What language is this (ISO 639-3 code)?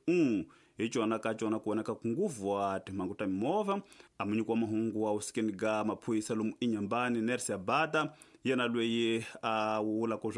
tso